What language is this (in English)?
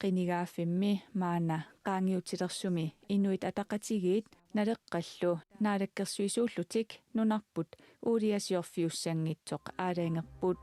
Kalaallisut